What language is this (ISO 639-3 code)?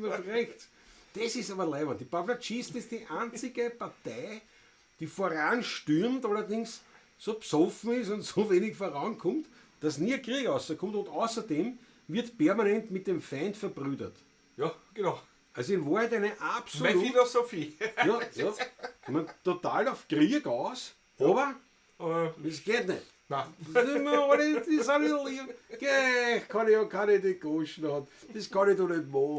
bar